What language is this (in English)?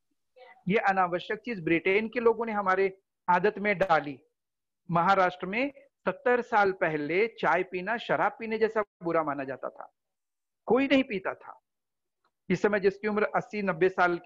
Hindi